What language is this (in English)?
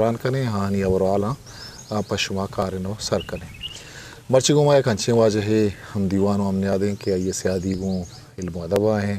Eastern Balochi